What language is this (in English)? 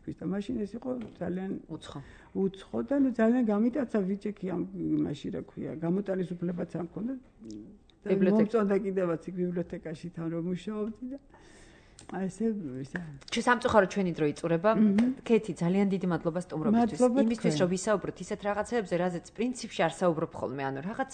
Georgian